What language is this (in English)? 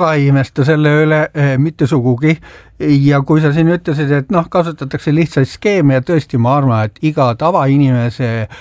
Estonian